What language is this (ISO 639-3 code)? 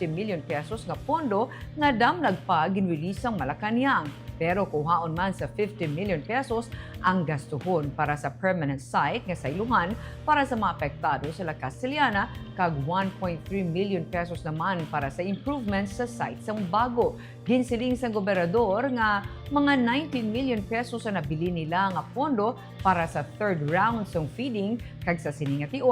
hil